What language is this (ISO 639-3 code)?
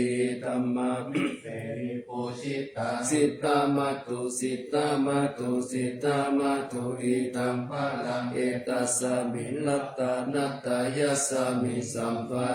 pli